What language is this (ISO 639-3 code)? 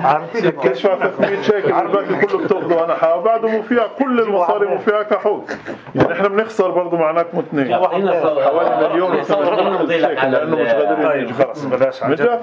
apc